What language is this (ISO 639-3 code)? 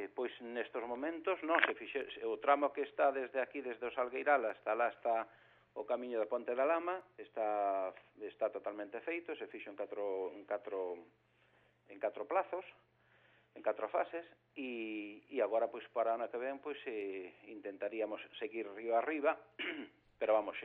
glg